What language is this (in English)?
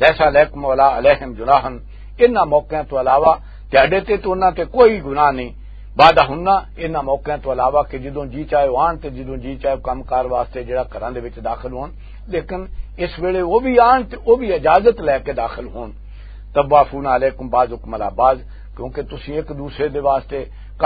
Western Panjabi